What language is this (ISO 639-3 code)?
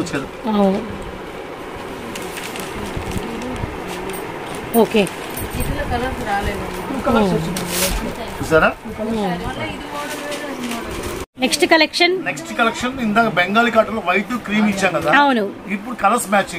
tel